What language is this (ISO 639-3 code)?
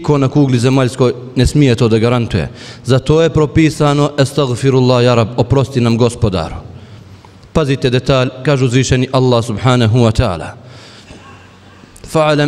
bos